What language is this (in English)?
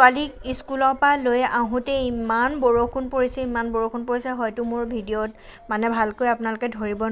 Assamese